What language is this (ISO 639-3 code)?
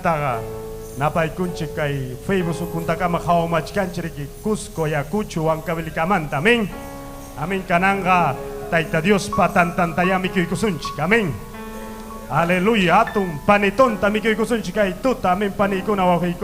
quy